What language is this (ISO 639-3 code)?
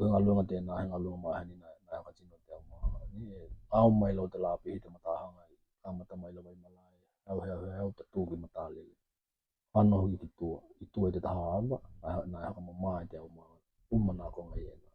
tkl